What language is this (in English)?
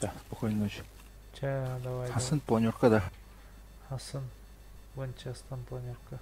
Yakut